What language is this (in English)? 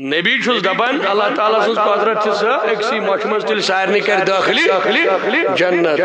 Kashmiri